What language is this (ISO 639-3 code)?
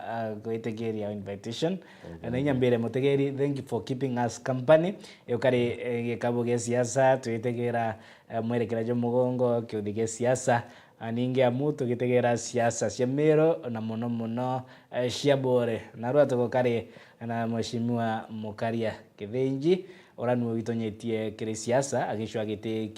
mer